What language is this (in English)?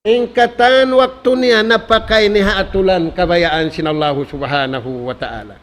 Tausug